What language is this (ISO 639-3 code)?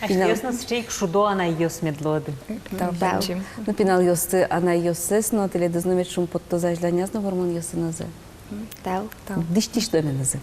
udm